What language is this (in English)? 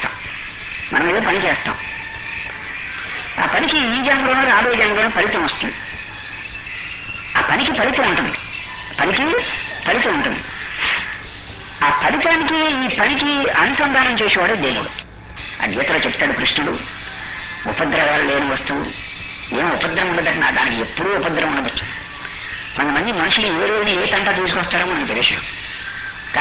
Telugu